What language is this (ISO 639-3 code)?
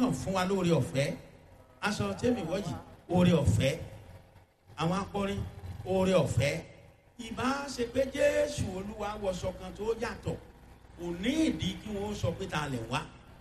yor